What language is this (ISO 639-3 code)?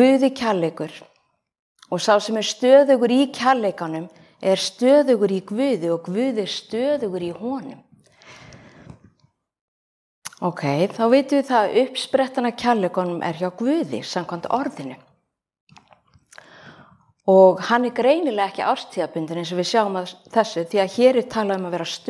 isl